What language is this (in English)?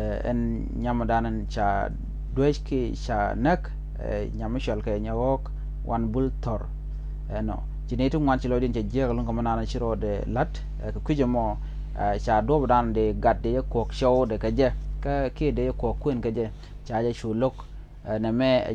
Nuer